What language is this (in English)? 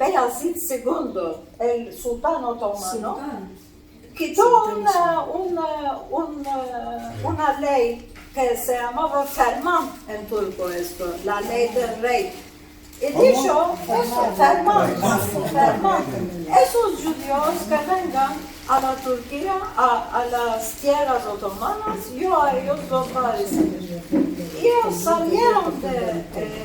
Ladino